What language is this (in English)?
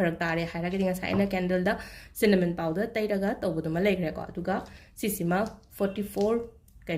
Manipuri